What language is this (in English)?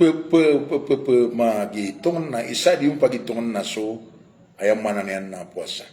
Maranao